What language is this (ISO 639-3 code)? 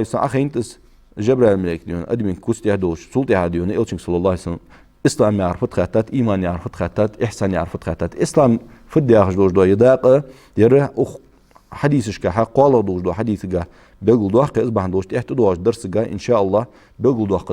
inh